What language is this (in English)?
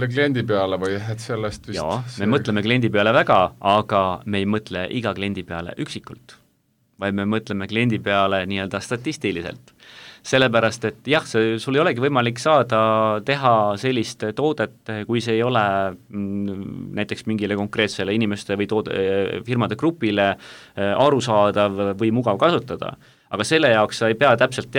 Estonian